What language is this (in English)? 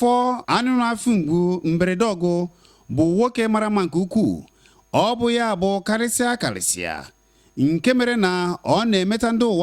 Igbo